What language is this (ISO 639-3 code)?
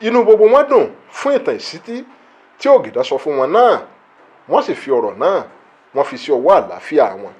yor